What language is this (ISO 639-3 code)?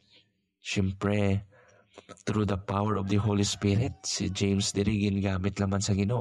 hil